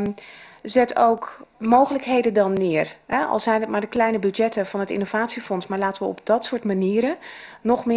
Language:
Dutch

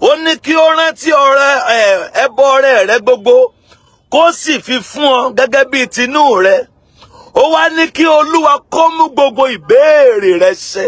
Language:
Yoruba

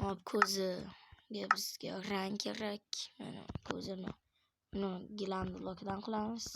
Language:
Uzbek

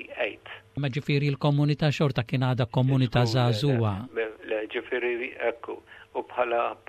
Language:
Maltese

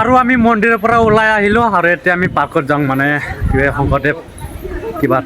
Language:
Assamese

